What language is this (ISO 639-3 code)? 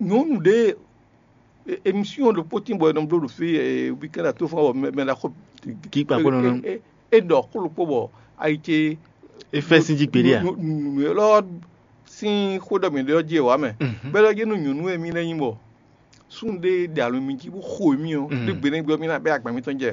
fon